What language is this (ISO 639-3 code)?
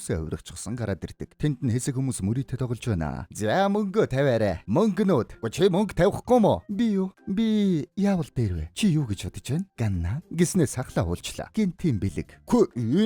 mon